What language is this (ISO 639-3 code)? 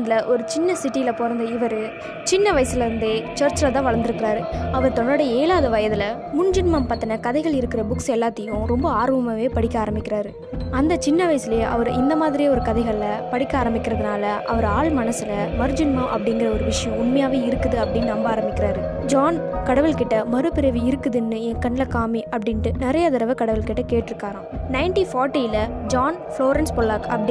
tam